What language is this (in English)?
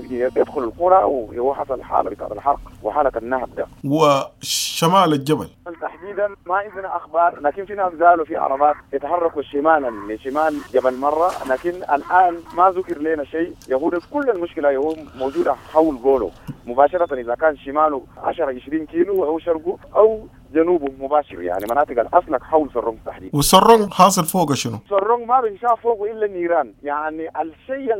Sudanese Arabic